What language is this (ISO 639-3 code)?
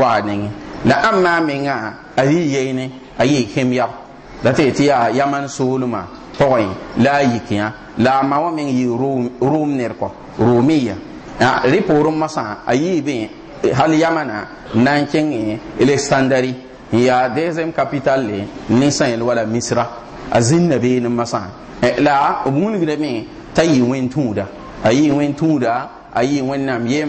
mos